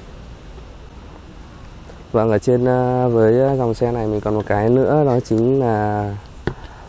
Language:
Vietnamese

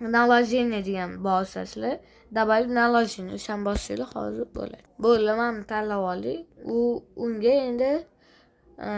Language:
Uzbek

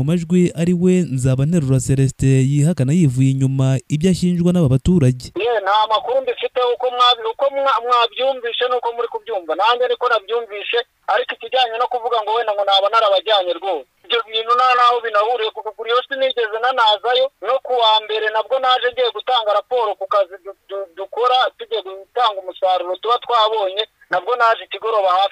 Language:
Kinyarwanda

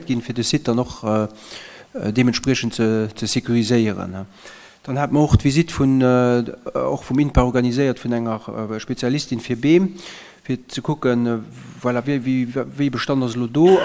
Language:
Luxembourgish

